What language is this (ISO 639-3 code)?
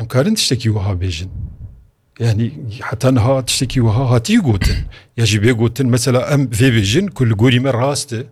kur